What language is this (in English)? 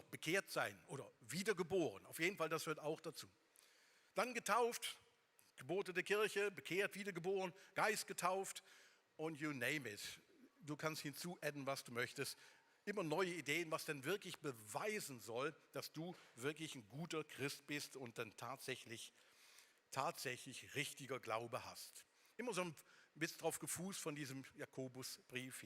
Swiss German